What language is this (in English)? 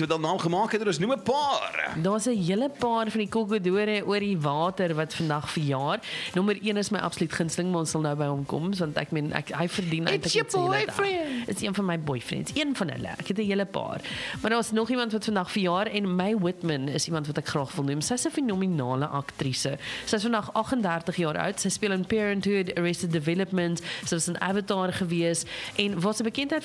Afrikaans